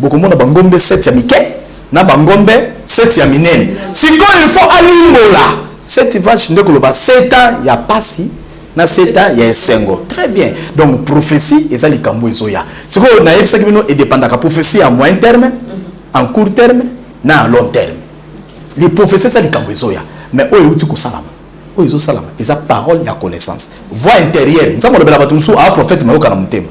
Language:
Lingala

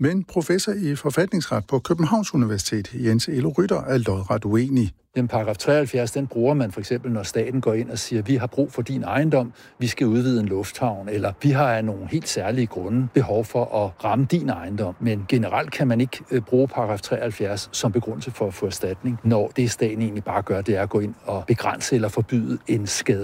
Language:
Danish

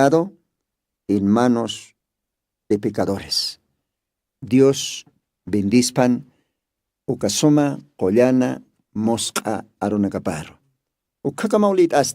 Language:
Aymara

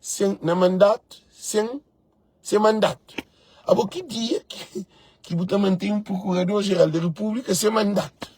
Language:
Kabuverdianu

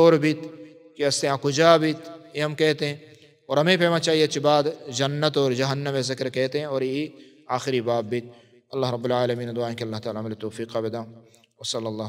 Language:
Baluchi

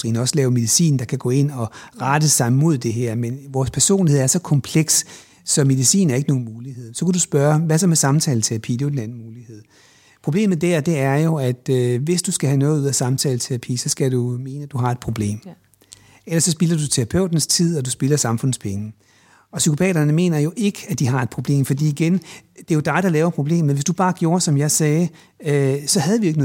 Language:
Danish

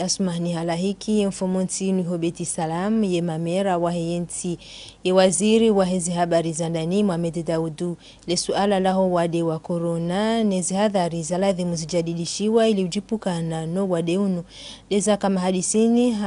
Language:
Ngazidja Comorian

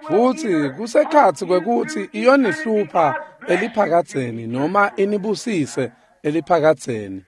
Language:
Swati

